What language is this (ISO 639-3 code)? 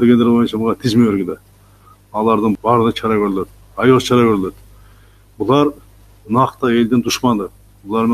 kir